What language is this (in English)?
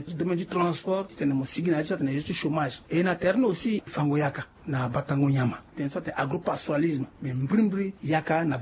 Sango